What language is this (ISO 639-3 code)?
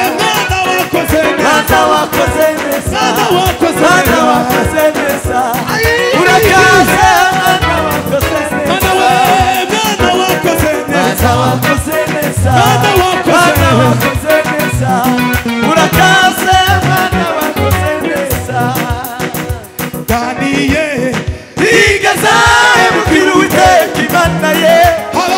kin